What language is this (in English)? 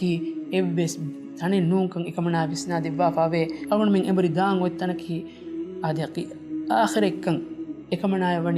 Divehi